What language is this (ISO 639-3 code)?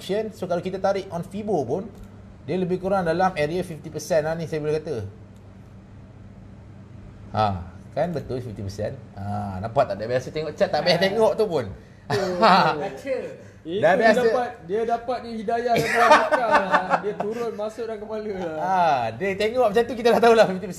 msa